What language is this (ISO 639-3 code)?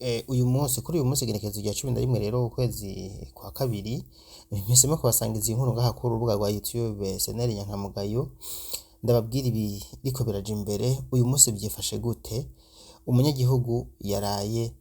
run